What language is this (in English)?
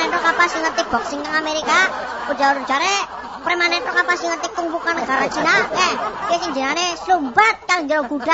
Javanese